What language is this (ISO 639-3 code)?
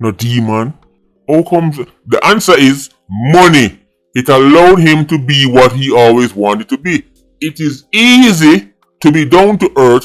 jam